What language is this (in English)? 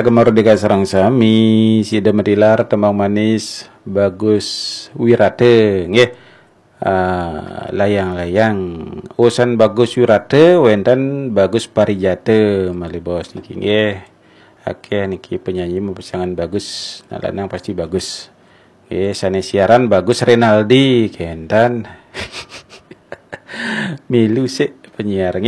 Balinese